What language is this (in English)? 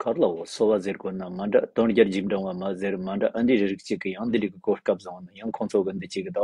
Tibetan